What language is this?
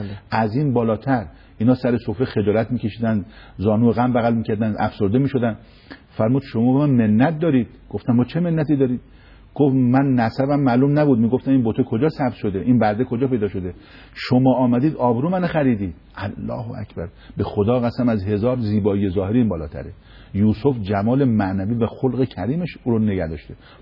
Persian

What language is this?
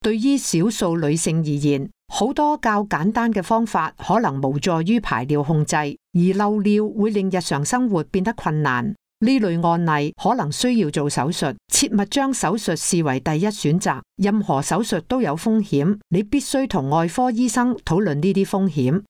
Cantonese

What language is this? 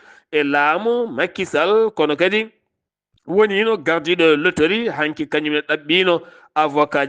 Fula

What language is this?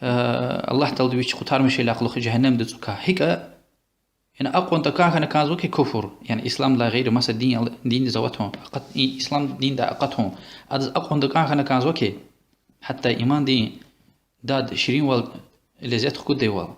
Lezghian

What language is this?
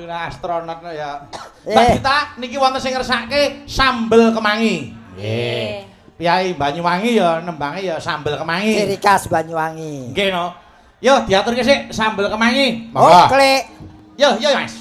Javanese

